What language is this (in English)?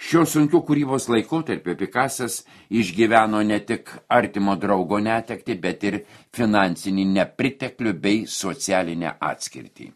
Lithuanian